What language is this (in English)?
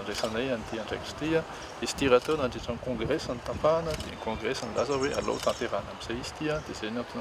Malagasy